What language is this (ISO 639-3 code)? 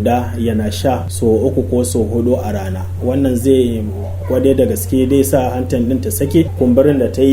hau